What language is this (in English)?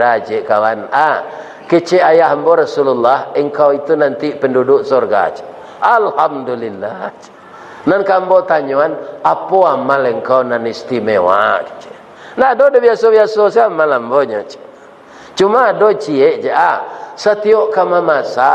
Minangkabau